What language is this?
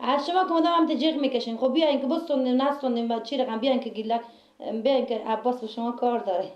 Persian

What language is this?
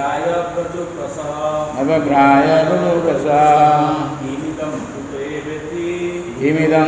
Odia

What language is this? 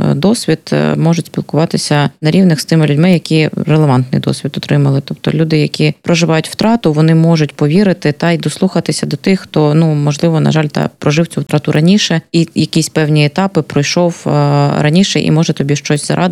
Ukrainian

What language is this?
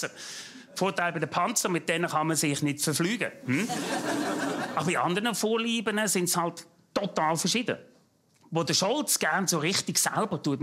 German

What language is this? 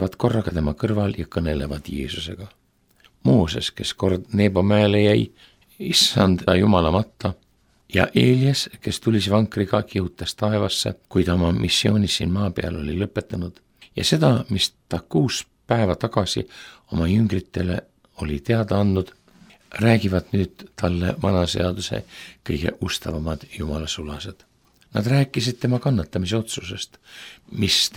Estonian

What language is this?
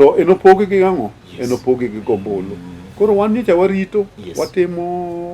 Luo (Kenya and Tanzania)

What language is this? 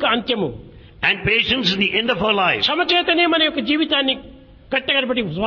Telugu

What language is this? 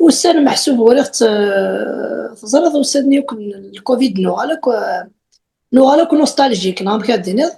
Kabyle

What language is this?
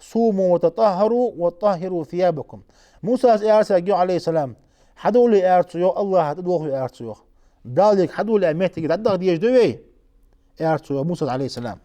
Ingush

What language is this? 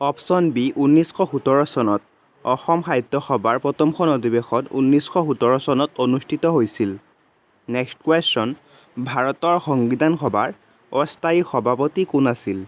Assamese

